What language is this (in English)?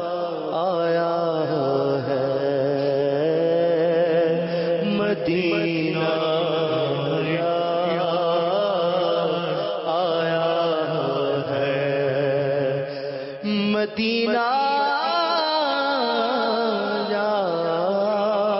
Urdu